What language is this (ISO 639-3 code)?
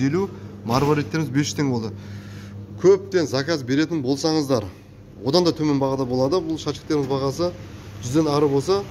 kaz